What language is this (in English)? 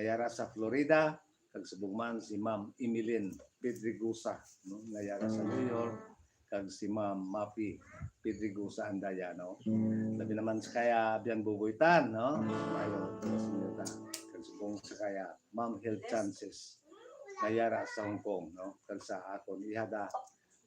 Hiligaynon